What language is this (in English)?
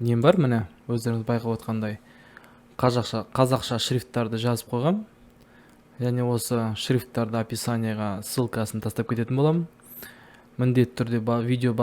Kazakh